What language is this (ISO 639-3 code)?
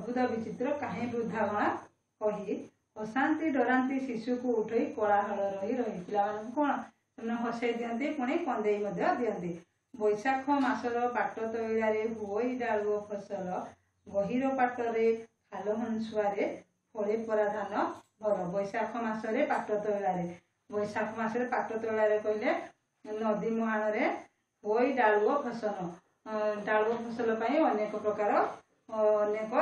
ori